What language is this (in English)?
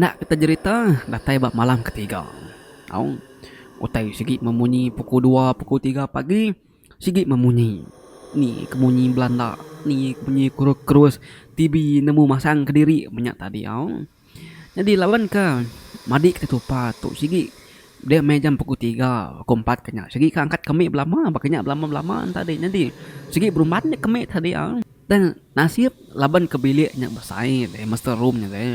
Iban